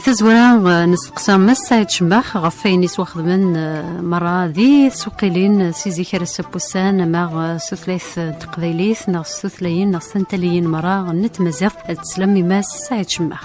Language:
Kabyle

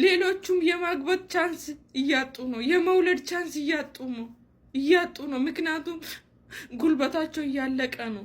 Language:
Amharic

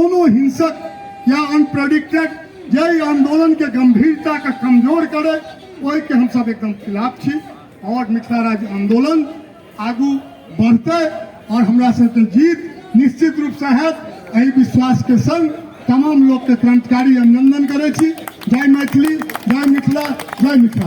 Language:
Maithili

